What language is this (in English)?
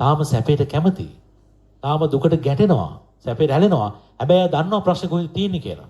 Sinhala